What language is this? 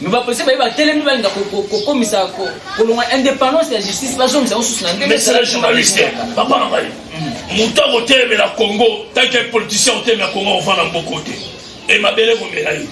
Lingala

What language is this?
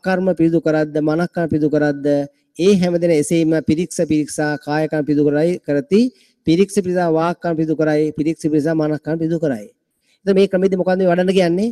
Sinhala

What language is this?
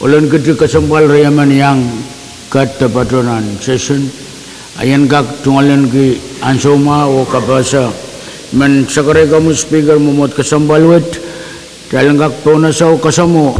Pohnpeian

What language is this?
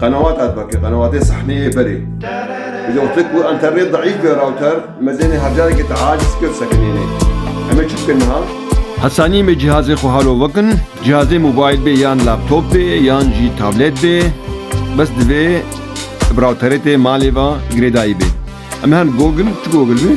Kurdish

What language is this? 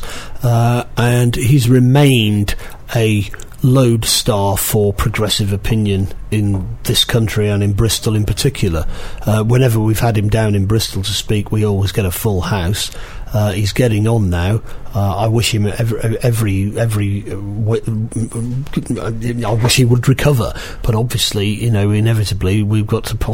English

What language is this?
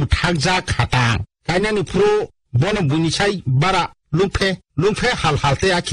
Kok Borok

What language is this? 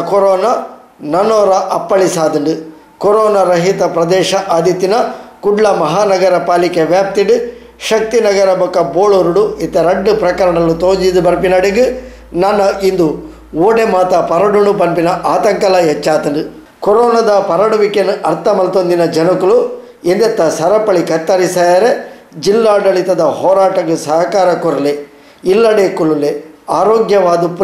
Tulu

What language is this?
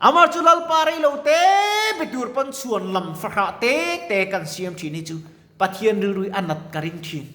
Mizo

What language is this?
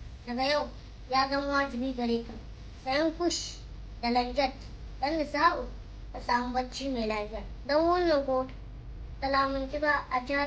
Hausa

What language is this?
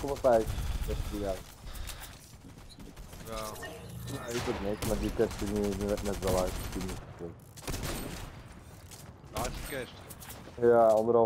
Dutch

